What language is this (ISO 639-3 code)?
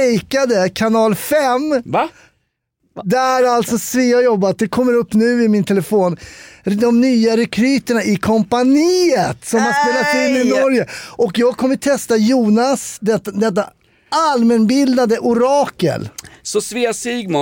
swe